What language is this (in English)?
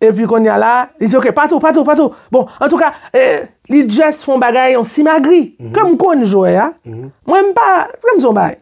Haitian Creole